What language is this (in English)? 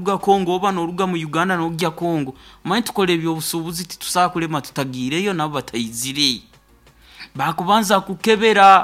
Nyoro